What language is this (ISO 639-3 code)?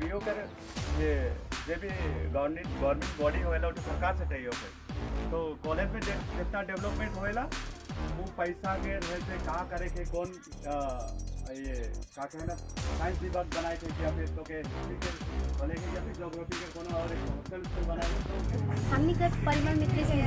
sck